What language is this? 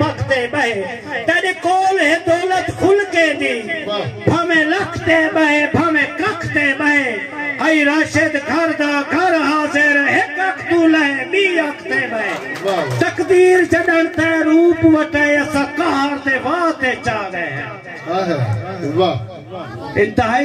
Saraiki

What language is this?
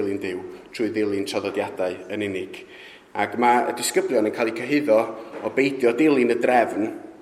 Welsh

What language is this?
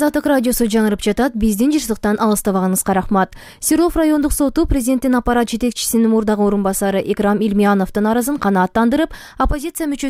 Kyrgyz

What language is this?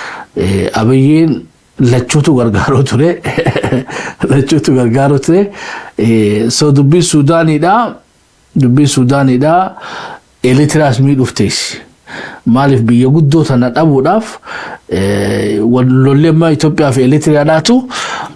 Oromo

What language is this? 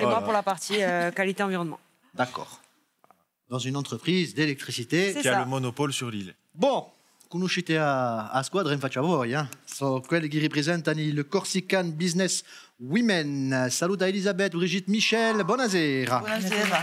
Corsican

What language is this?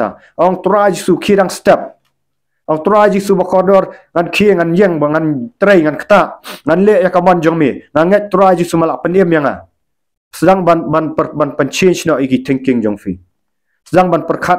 Khasi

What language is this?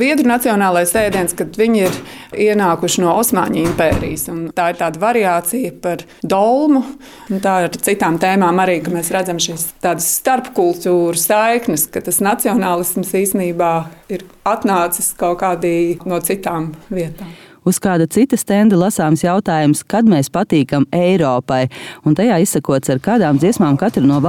Latvian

